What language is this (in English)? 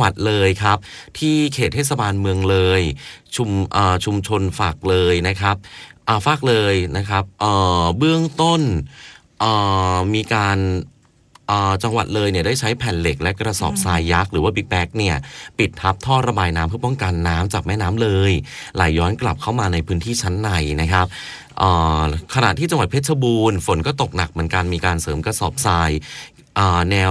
Thai